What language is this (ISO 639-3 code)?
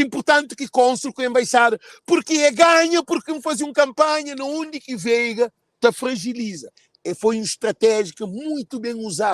kea